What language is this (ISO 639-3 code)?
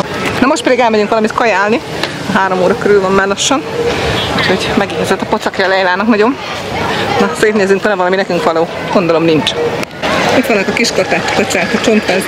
hun